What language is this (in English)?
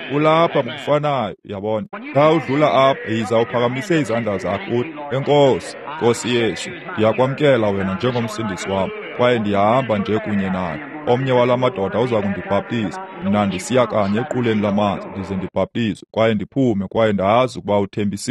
Xhosa